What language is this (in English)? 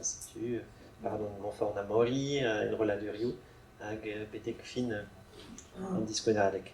Breton